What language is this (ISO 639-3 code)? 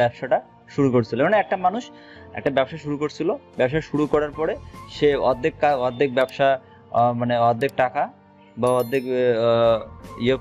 ben